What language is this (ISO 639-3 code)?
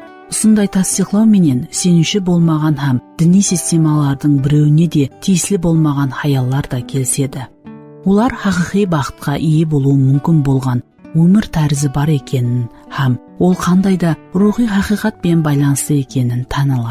kaa